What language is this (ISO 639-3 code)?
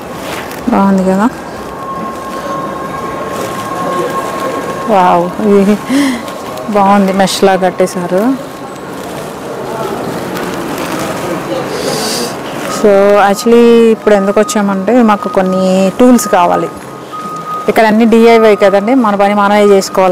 tel